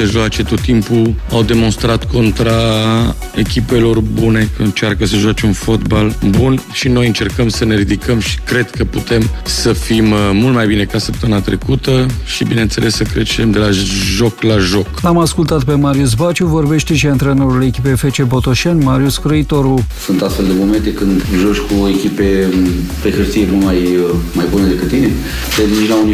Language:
Romanian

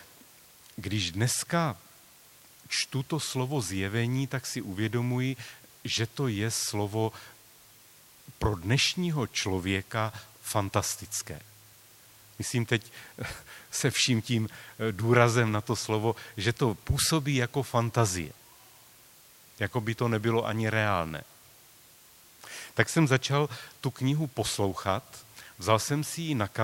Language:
Czech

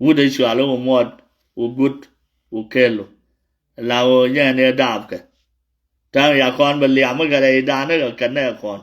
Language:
Nuer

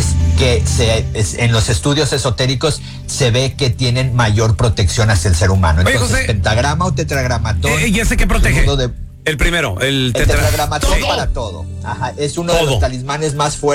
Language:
Spanish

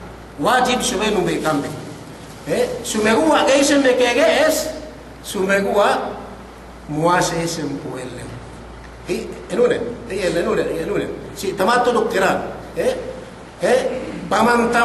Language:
Yakan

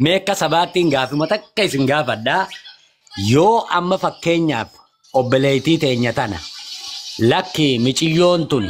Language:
Oromo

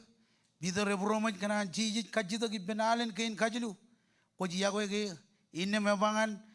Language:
Marshallese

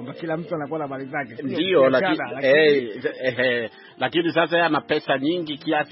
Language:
Swahili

